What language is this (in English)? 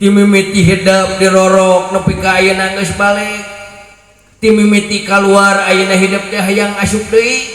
Sundanese